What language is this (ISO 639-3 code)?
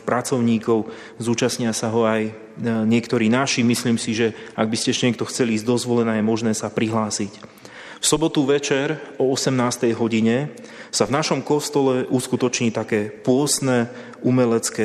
slk